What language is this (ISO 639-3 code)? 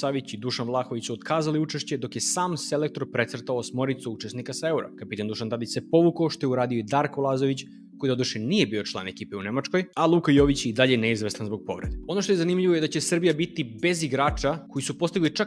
srp